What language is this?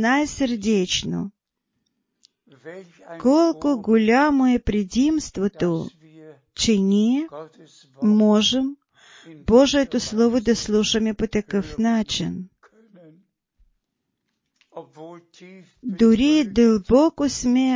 Bulgarian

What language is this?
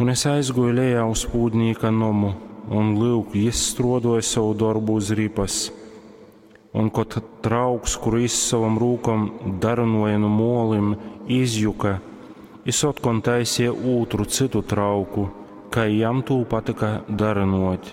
Latgalian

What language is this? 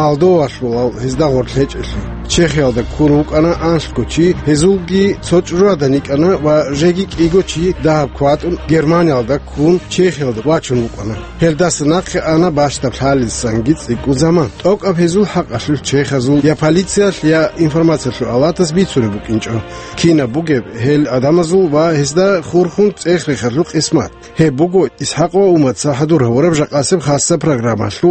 Avaric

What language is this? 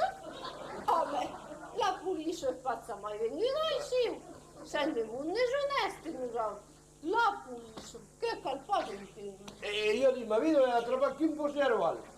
Occitan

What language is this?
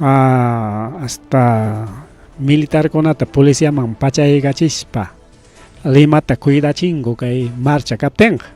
Ayacucho Quechua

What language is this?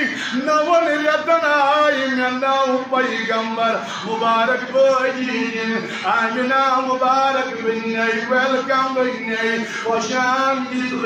Kashmiri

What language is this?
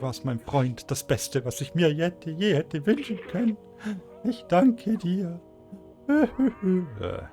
Swiss German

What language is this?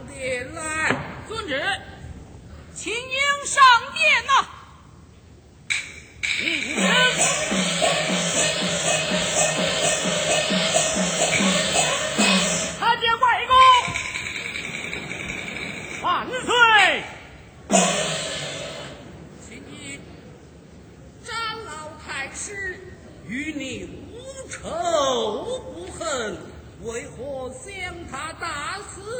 Chinese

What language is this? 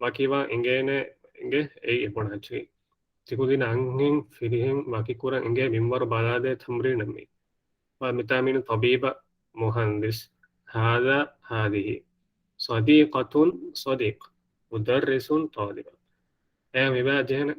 Divehi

